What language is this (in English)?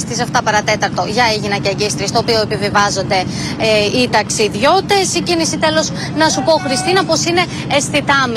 Greek